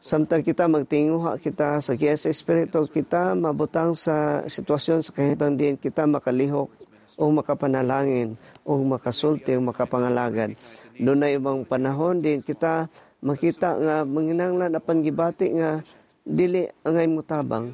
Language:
Cebuano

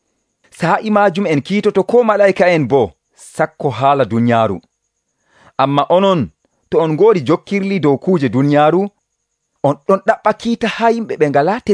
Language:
Nigerian Fulfulde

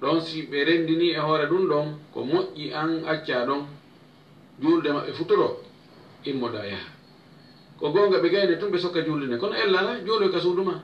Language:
Fula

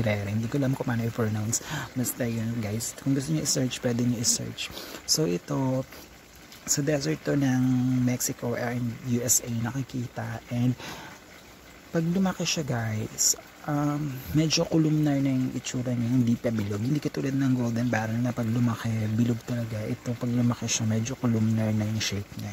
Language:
Filipino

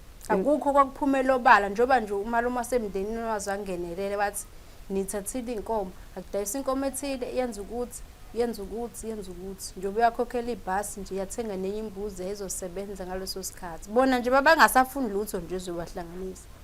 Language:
Zulu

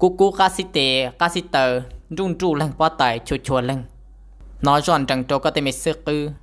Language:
Hmong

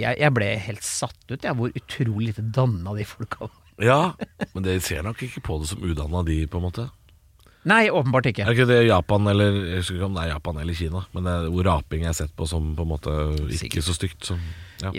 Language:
Norwegian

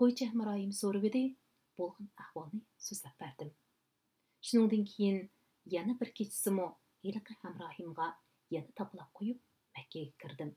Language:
Uyghur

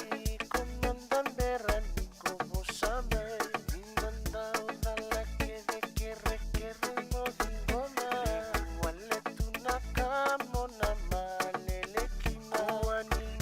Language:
Fijian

